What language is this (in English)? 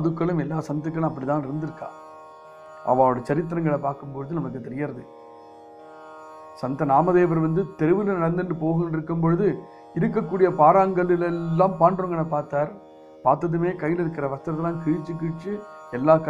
Tamil